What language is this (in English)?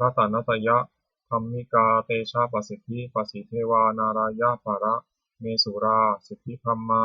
Pali